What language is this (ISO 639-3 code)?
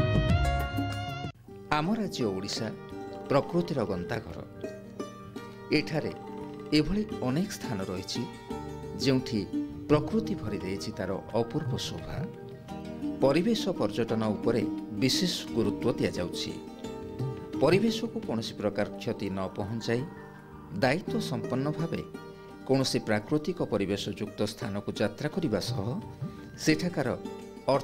ori